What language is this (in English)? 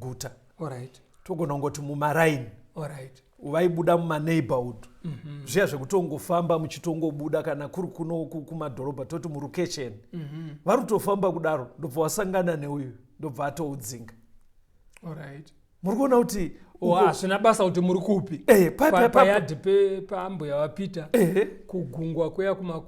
Shona